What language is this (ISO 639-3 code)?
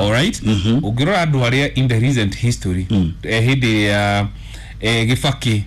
kik